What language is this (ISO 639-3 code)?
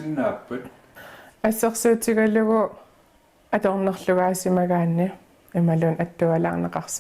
kal